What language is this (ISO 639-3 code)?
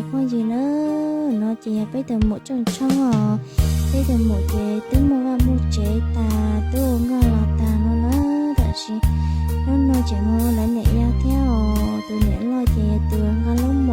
hmn